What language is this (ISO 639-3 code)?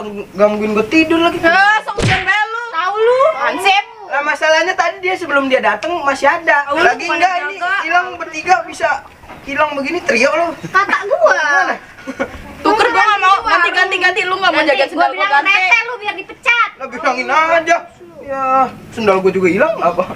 bew